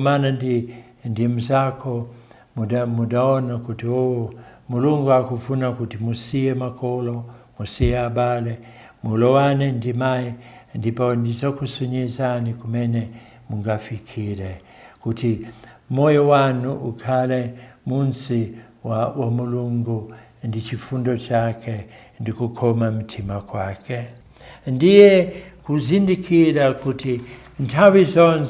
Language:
Nyanja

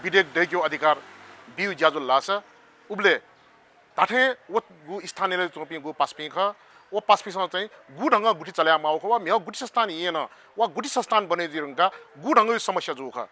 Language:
Newari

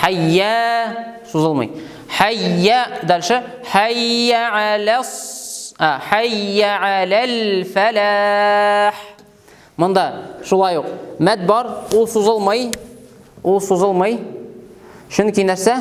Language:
Tatar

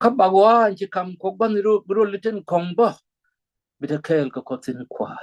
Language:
Nuer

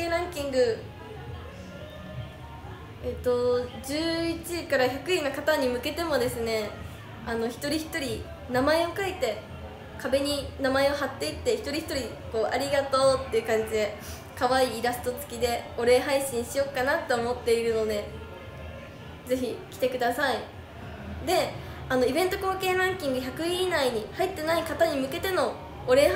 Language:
Japanese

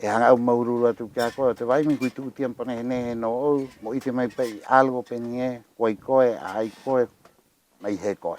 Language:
Rapanui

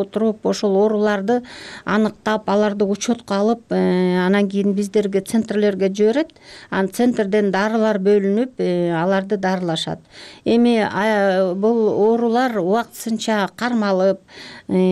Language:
Kyrgyz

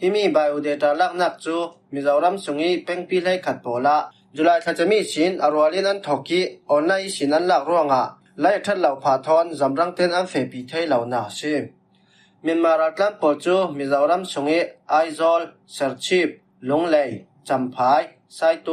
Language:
Falam Chin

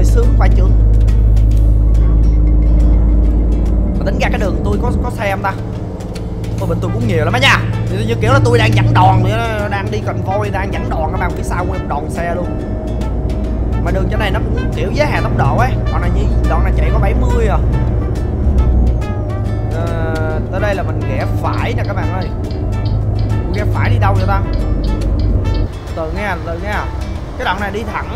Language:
Vietnamese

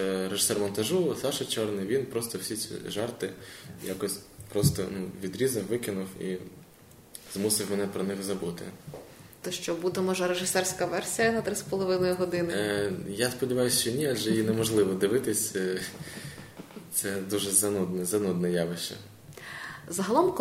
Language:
Ukrainian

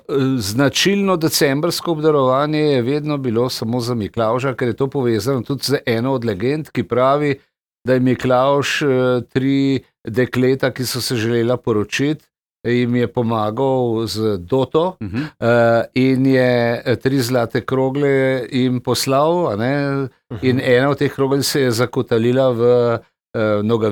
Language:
Slovenian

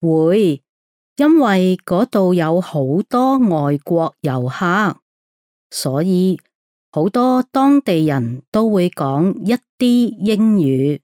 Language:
Cantonese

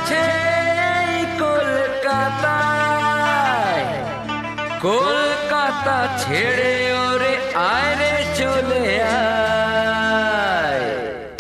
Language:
Bangla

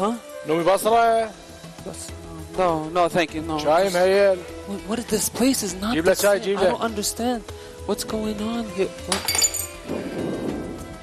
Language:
Mesopotamian Arabic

